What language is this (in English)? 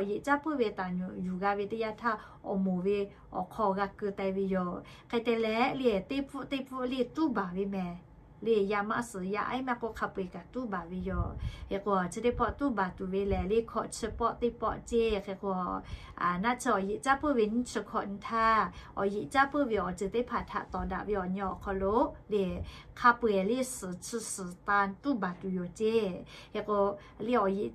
Lahu